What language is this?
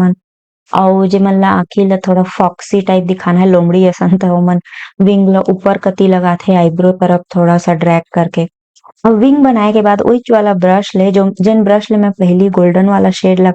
Chhattisgarhi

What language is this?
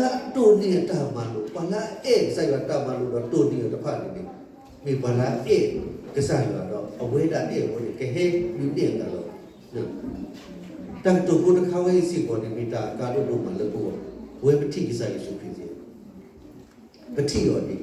S'gaw Karen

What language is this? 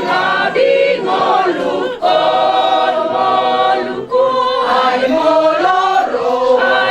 Batak Toba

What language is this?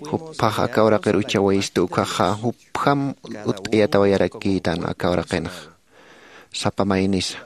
Aymara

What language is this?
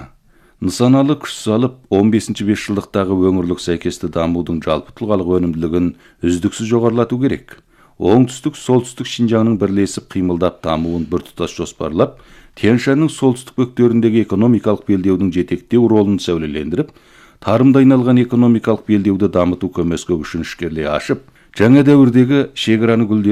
Kazakh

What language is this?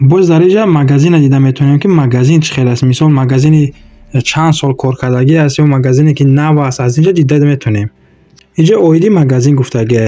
Tajik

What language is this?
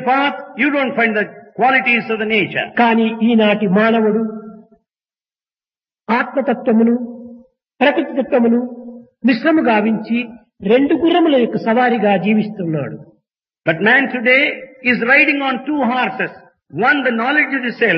Telugu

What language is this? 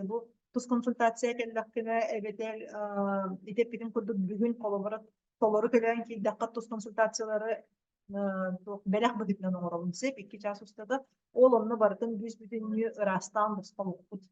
Yakut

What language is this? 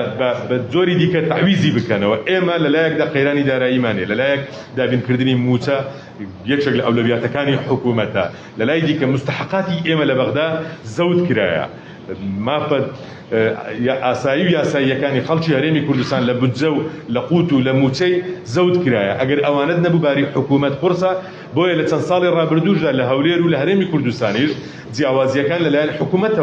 Central Kurdish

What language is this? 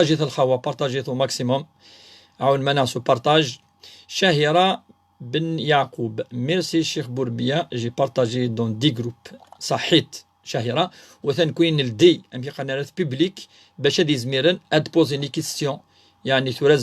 Kabyle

